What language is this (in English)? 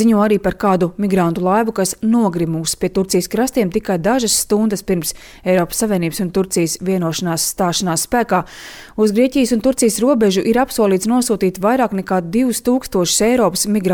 Latvian